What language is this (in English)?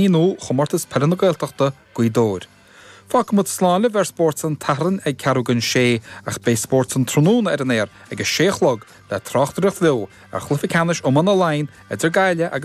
Irish